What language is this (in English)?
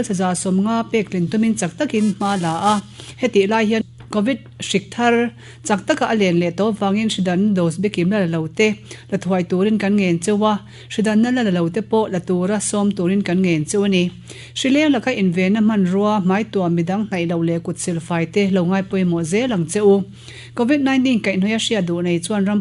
Mizo